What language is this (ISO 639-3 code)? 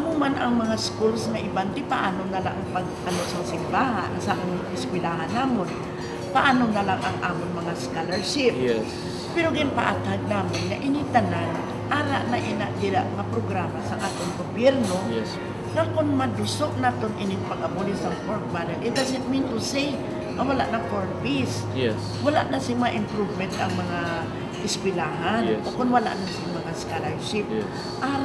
hil